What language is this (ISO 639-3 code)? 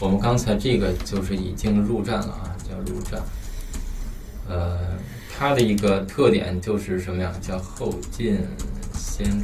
zho